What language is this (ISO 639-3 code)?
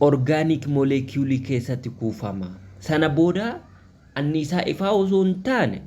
orm